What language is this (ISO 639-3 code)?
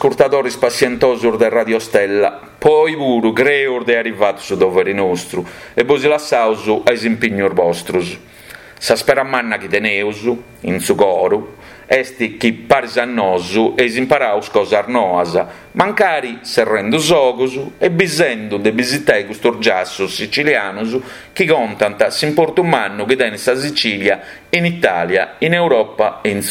srd